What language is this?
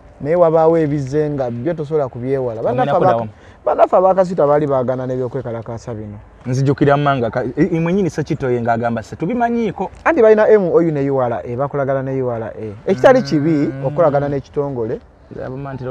Ganda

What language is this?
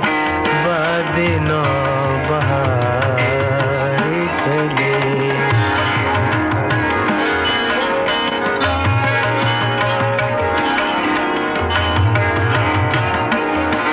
Hindi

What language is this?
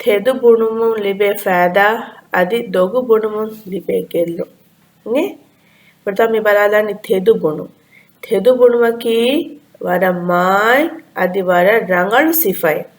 Divehi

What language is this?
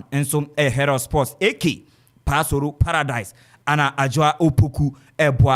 Akan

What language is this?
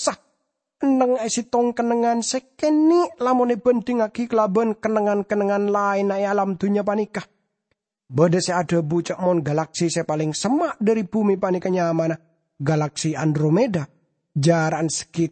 Madurese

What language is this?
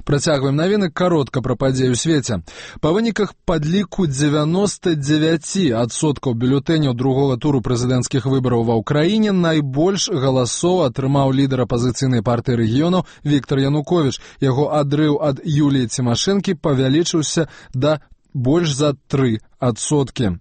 Belarusian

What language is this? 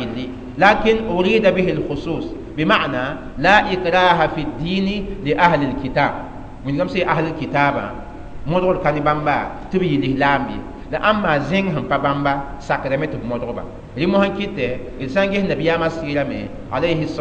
Mossi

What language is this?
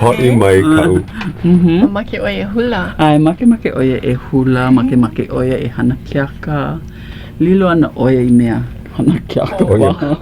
Hawaiian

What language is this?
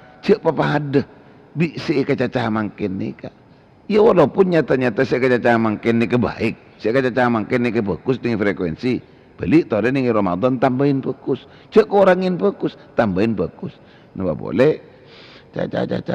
Madurese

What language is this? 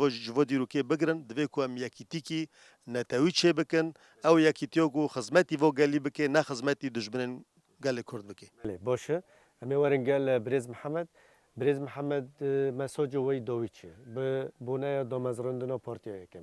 Kurdish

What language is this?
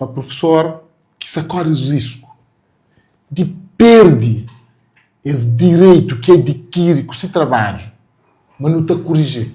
Kabuverdianu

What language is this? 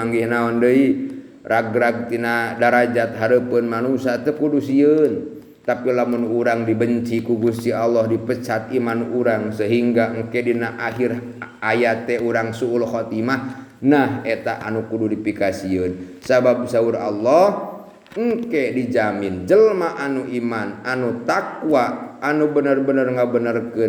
Sundanese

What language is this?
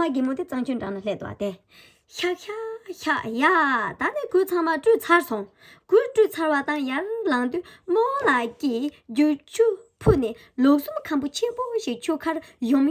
Tibetan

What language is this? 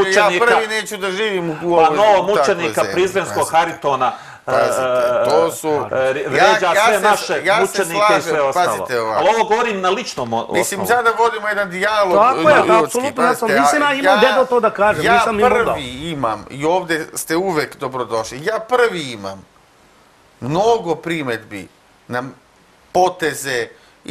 Serbian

